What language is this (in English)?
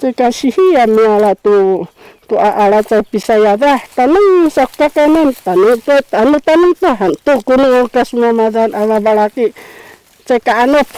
Sakizaya